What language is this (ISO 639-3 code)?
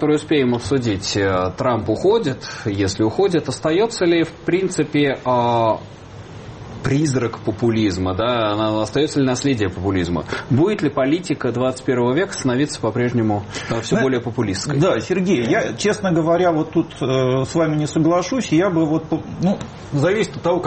rus